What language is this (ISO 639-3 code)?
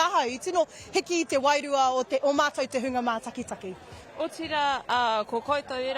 mri